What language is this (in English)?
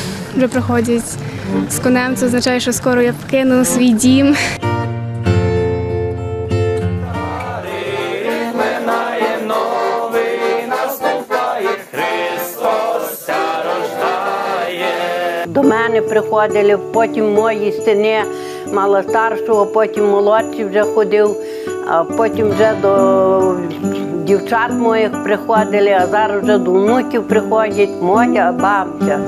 Ukrainian